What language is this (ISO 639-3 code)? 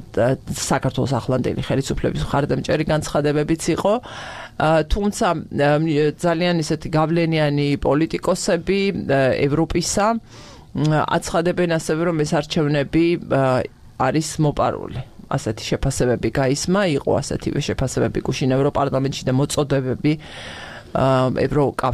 kat